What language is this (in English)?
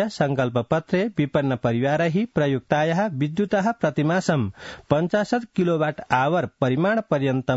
Sanskrit